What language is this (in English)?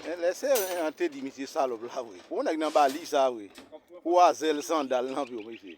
Haitian Creole